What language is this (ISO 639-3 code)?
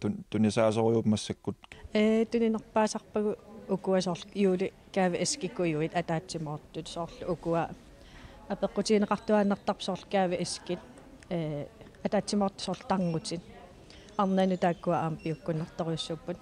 kal